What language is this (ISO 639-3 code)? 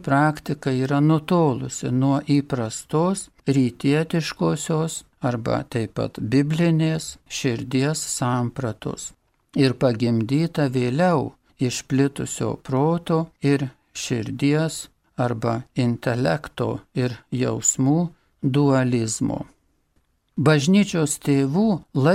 lit